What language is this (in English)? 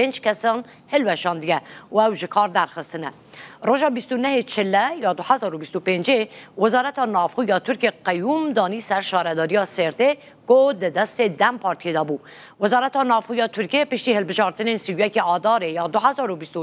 Kurdish